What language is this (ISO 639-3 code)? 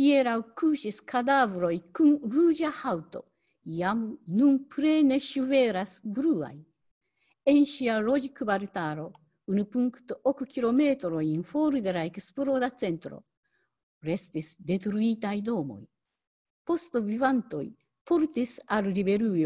epo